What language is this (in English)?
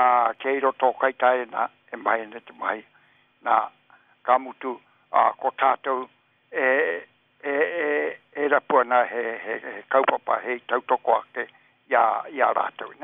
Māori